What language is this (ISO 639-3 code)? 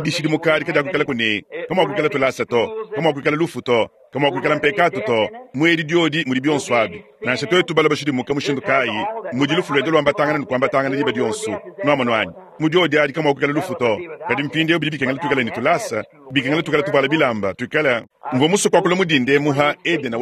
lua